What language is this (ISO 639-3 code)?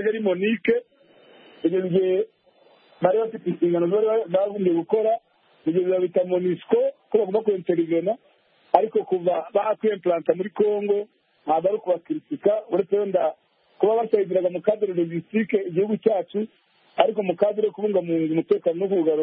kin